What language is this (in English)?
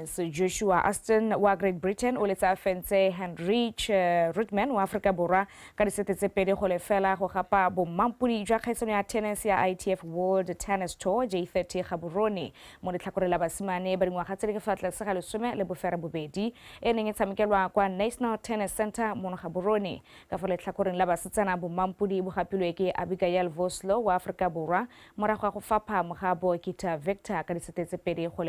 Tswana